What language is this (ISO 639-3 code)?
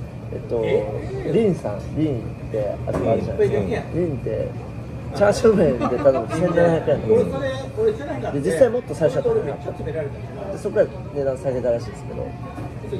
jpn